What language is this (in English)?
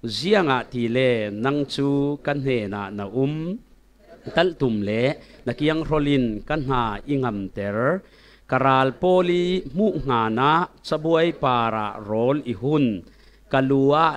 Falam Chin